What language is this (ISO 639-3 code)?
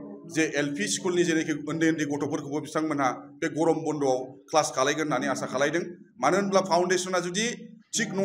brx